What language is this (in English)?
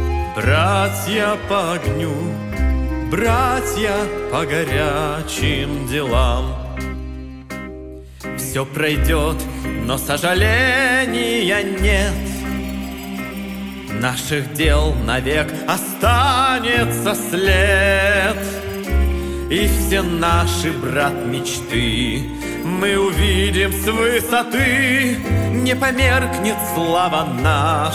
Russian